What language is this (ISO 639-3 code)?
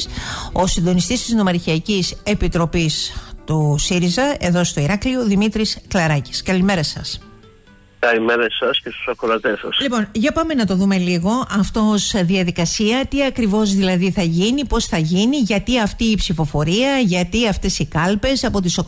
ell